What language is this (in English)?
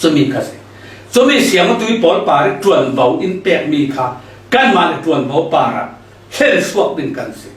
Falam Chin